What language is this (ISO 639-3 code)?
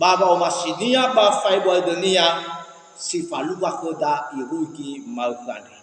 nia